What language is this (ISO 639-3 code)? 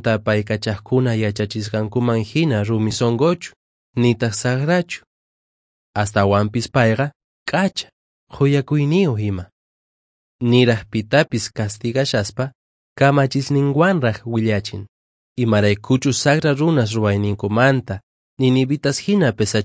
que